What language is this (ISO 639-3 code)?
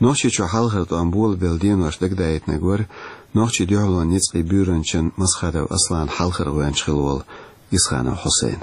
che